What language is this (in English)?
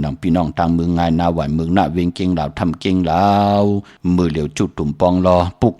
Shan